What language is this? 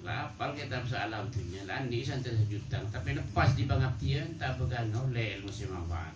Madurese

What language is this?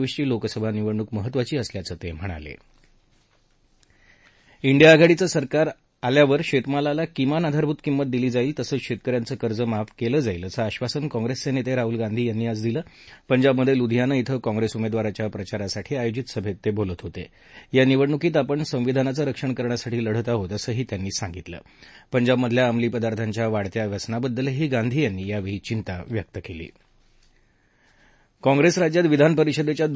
Marathi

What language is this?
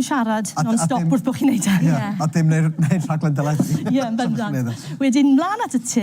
Welsh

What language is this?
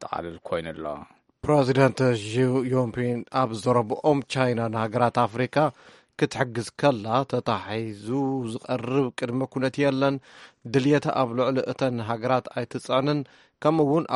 Tigrinya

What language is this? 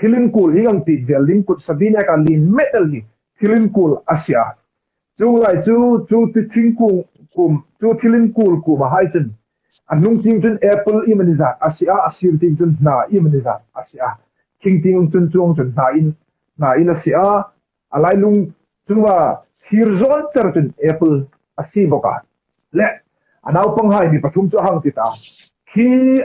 Hmar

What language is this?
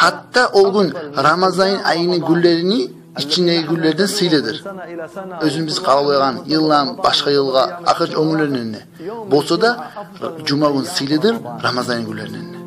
Kumyk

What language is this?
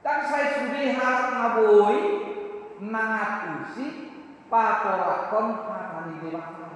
Batak Toba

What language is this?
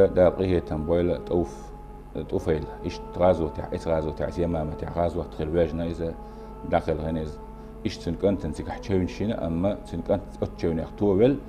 Chechen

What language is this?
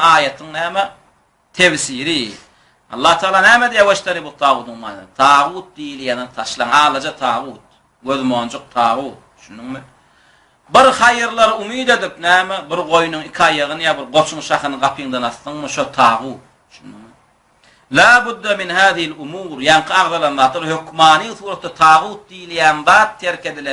Turkmen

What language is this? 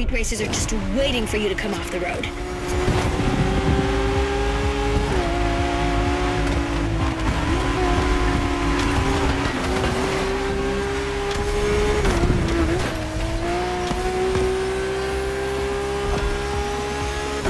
English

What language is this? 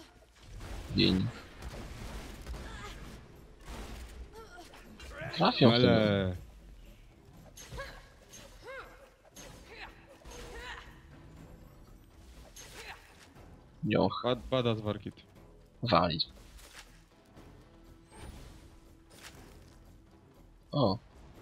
Polish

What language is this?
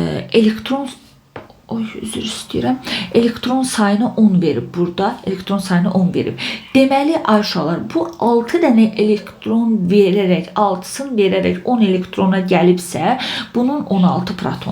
Azerbaijani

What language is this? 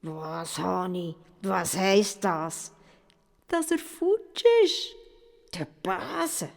Swiss German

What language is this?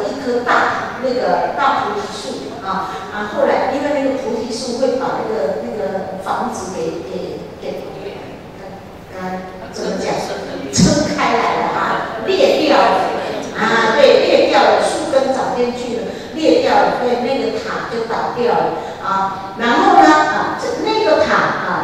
Chinese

